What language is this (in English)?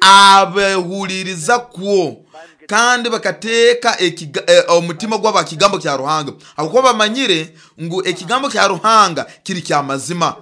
Nyoro